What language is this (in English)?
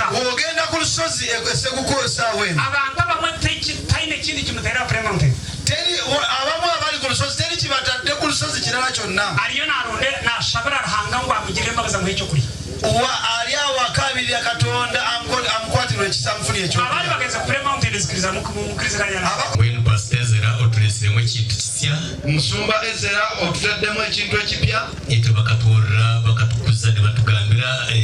Nyankole